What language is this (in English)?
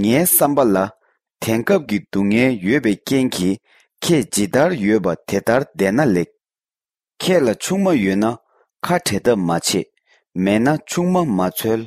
Tibetan